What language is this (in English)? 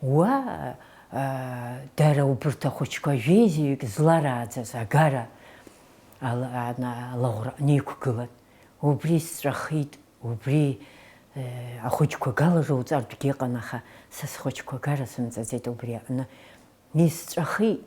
Abkhazian